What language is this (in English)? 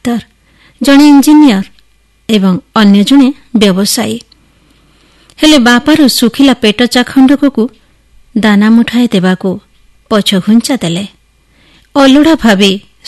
Odia